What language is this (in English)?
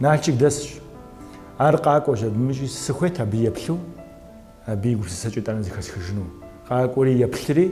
Kabardian